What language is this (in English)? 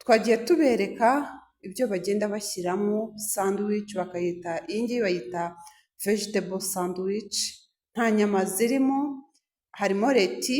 Kinyarwanda